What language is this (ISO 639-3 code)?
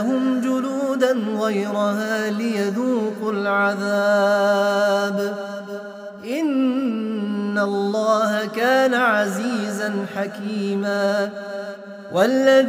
ara